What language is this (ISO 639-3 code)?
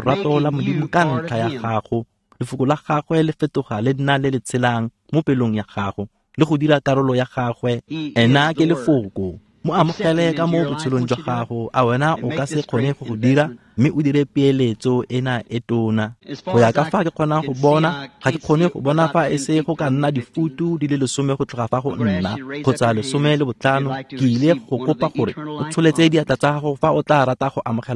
tsn